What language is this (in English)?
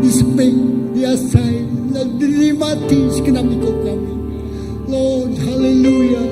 Iban